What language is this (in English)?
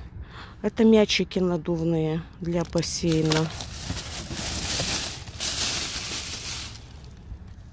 Russian